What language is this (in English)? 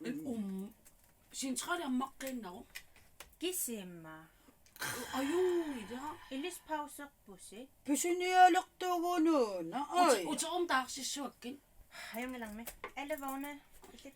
Kalaallisut